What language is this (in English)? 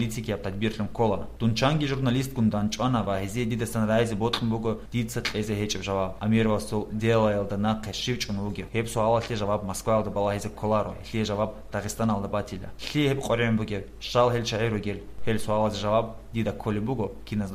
Avaric